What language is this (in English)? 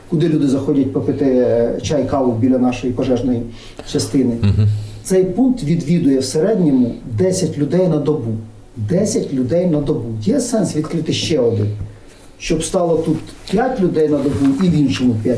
Ukrainian